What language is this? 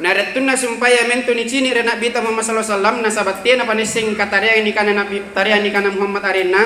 Makasar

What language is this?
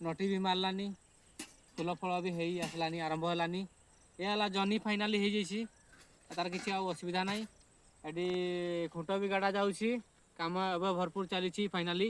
Odia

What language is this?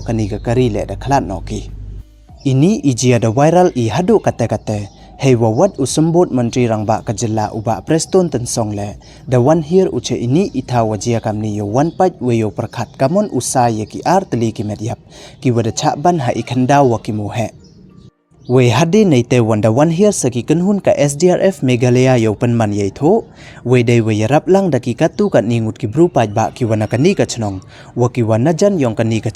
Pnar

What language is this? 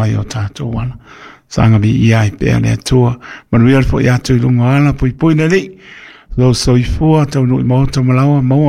Samoan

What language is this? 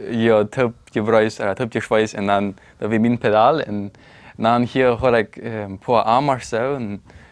Plautdietsch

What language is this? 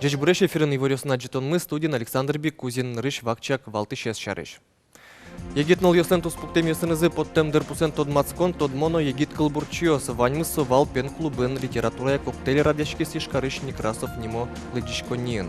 Udmurt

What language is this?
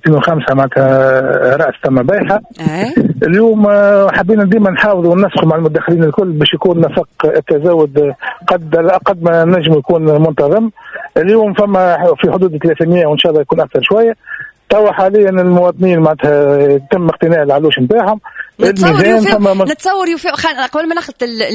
Tunisian Arabic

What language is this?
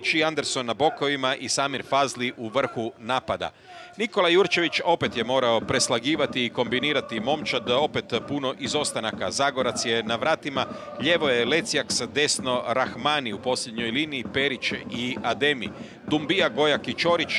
Croatian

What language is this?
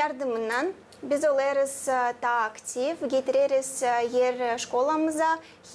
Gagauz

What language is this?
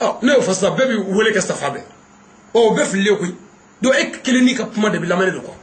Bambara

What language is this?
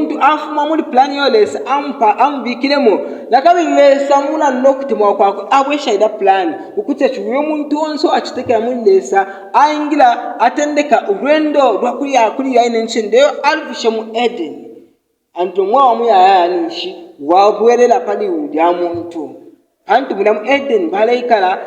Bemba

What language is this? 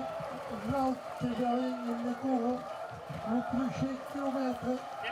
Occitan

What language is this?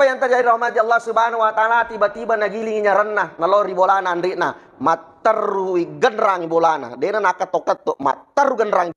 Buginese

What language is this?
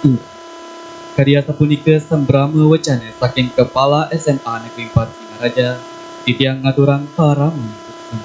Balinese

